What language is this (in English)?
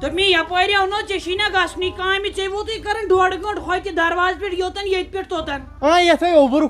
Kashmiri